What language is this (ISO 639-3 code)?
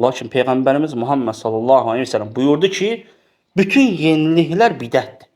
aze